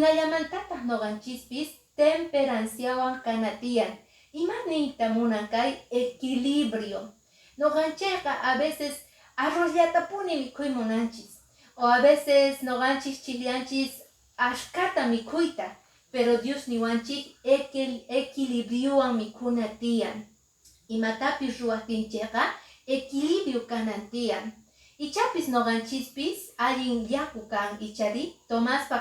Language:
Quechua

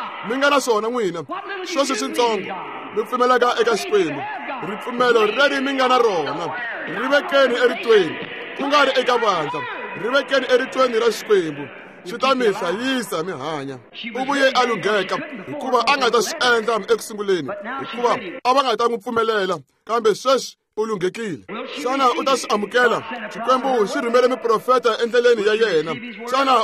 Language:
Tsonga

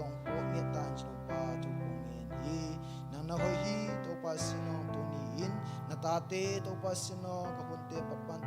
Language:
Tedim Chin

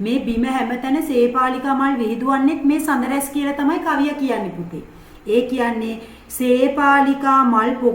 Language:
Sinhala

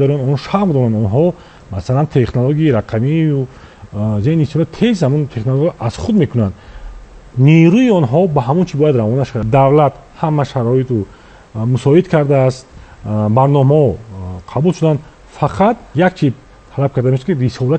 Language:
Tajik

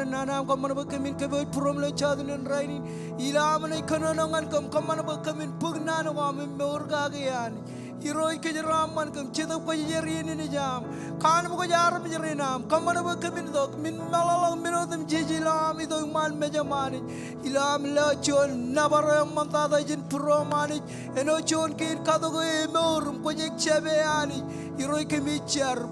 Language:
Marshallese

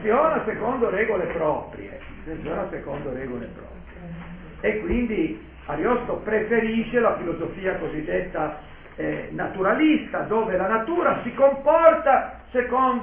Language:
Italian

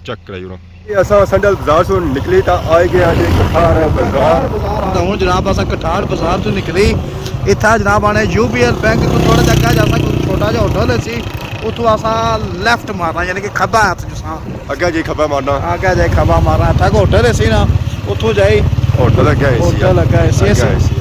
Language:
Pahari-Potwari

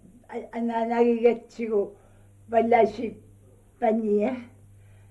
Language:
Kalaallisut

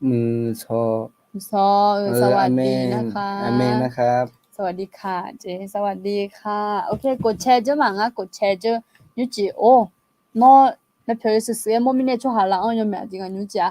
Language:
Akha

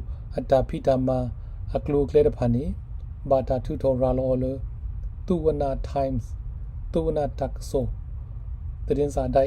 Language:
S'gaw Karen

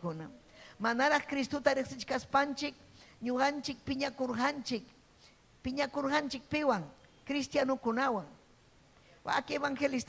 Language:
Ayacucho Quechua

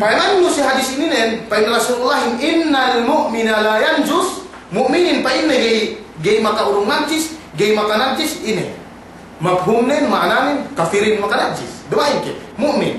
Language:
Yakan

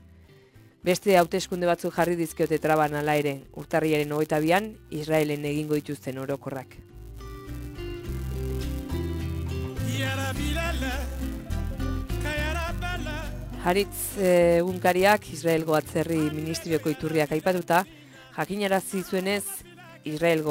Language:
Basque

